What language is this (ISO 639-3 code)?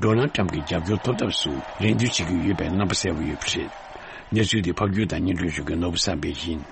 bod